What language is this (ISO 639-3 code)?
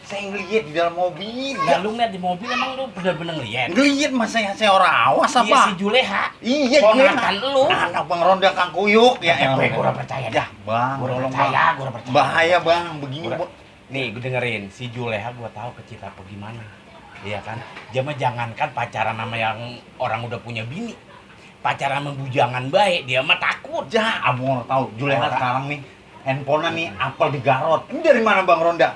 bew